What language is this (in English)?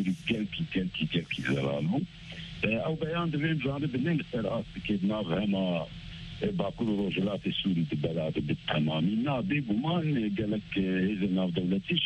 Kurdish